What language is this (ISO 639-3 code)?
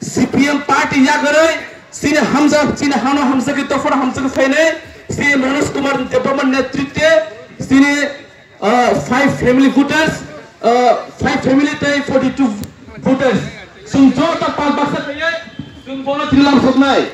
trp